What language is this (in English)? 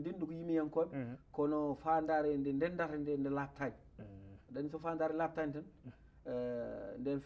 Fula